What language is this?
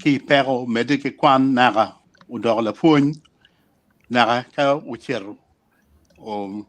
Acoli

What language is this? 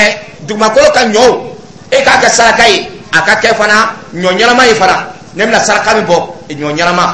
Dyula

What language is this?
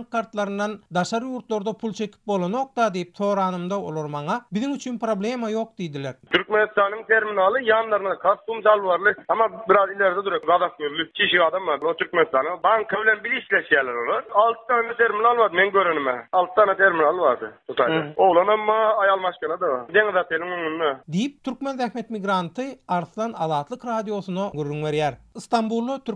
Turkmen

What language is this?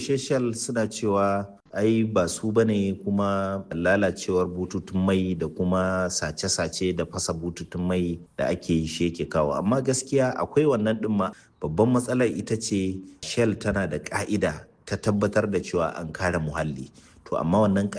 Hausa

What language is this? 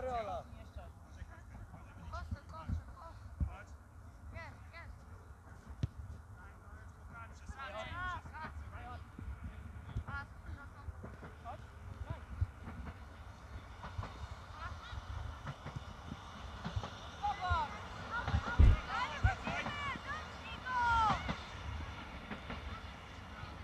Polish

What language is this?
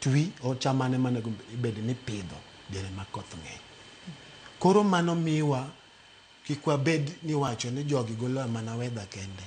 Luo (Kenya and Tanzania)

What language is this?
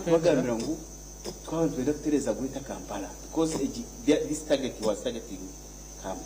Nyankole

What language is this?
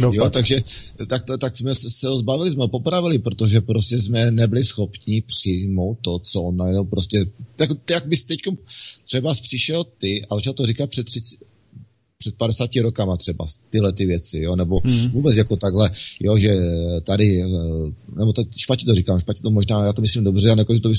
Czech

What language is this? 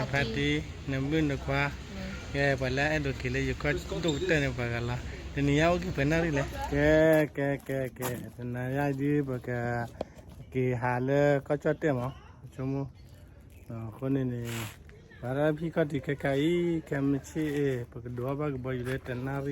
S'gaw Karen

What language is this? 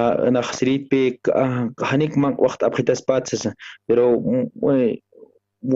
Aymara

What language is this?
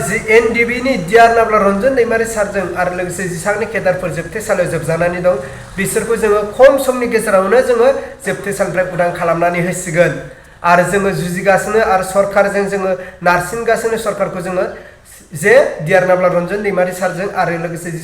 Bodo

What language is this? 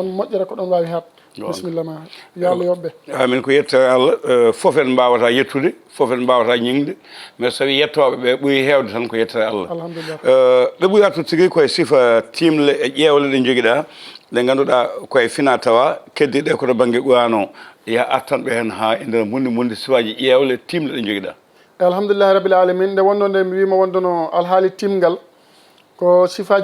Fula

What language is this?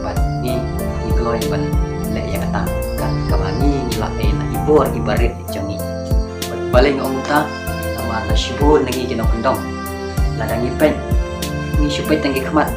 Khasi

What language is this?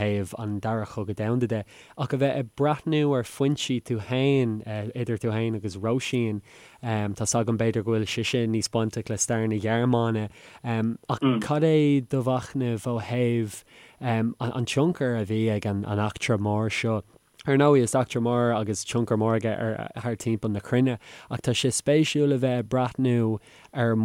Irish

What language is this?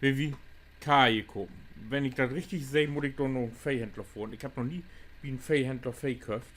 Low German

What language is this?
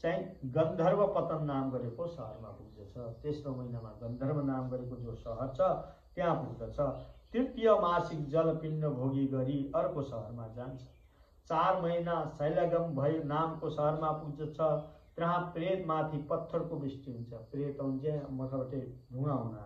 Nepali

